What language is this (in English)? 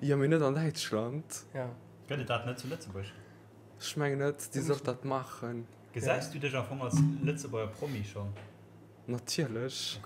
Luxembourgish